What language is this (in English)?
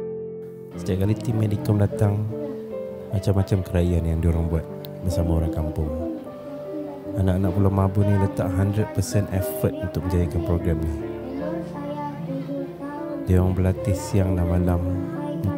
Malay